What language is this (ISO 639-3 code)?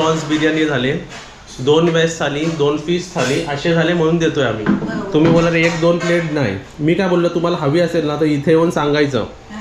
mar